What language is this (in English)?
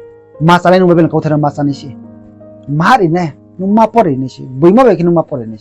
Riang (India)